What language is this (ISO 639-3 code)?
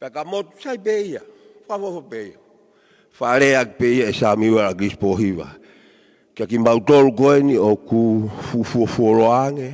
ton